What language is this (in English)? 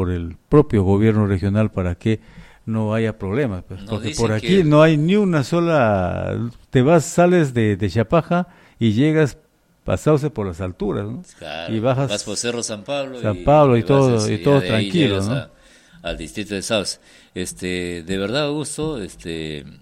Spanish